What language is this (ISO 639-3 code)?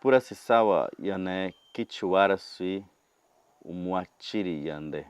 yrl